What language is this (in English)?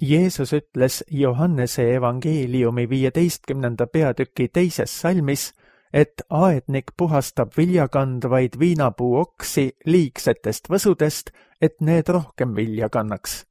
Estonian